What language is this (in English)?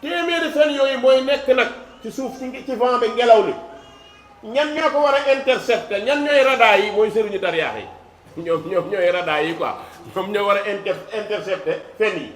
Wolof